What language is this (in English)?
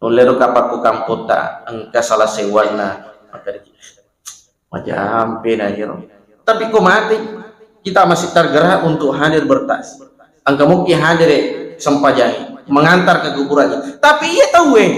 Buginese